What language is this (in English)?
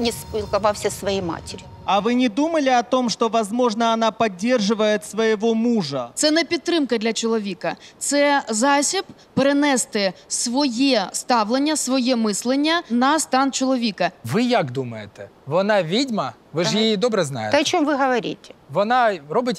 Ukrainian